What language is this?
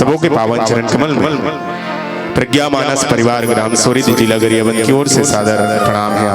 Chhattisgarhi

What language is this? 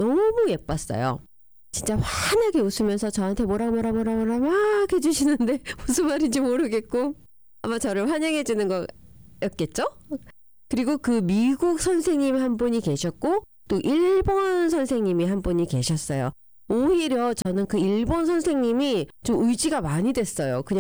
Korean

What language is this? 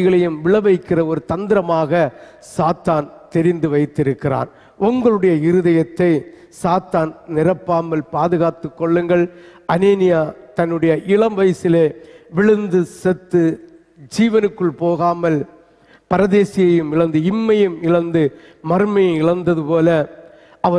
Tamil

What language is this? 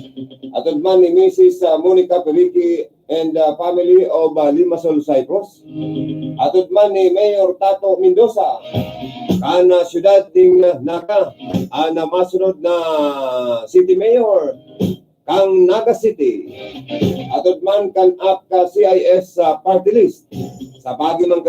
Bikol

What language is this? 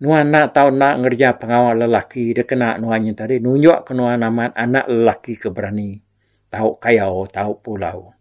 Iban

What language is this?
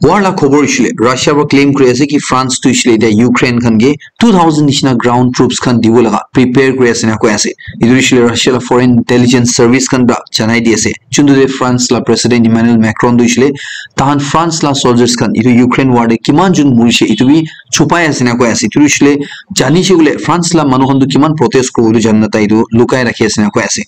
Naga Pidgin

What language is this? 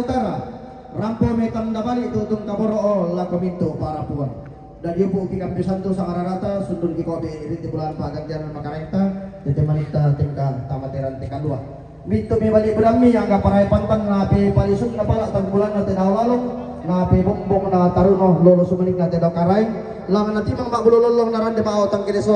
Toraja-Sa'dan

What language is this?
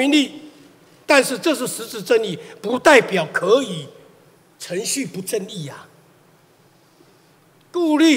Chinese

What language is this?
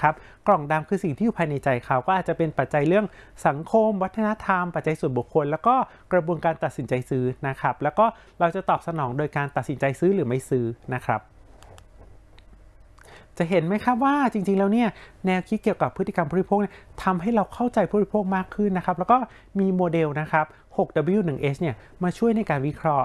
Thai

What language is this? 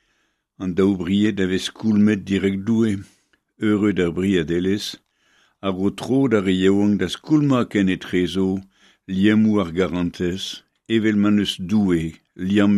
Breton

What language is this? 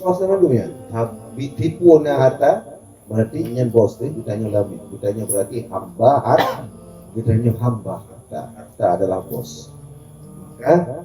Achinese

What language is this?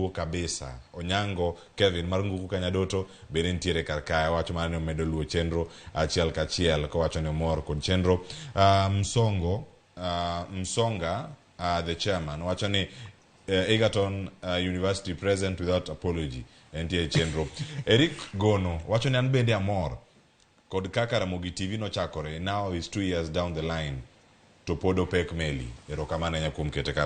Luo (Kenya and Tanzania)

